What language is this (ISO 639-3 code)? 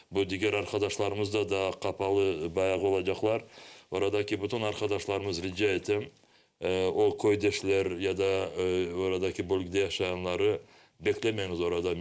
crh